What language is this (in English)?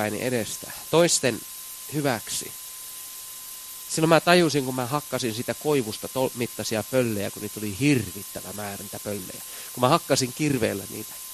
Finnish